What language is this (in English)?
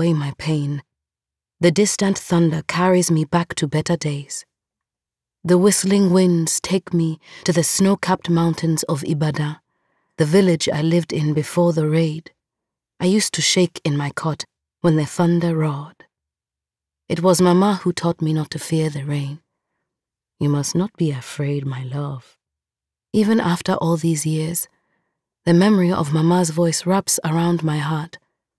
English